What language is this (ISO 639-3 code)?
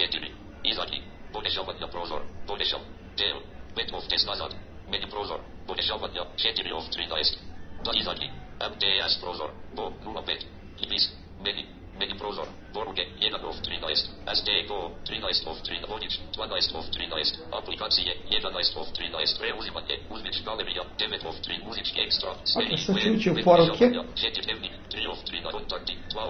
srp